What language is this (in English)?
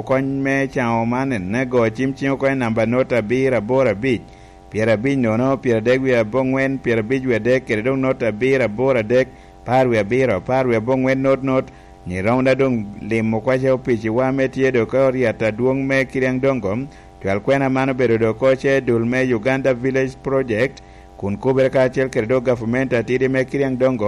Lango (Uganda)